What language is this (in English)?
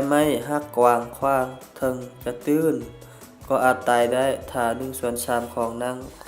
Lao